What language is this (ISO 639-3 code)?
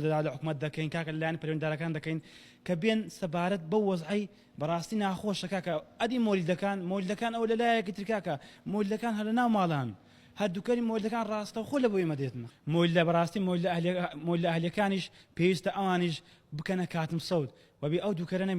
ckb